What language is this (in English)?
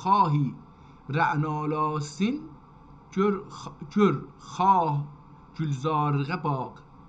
South Azerbaijani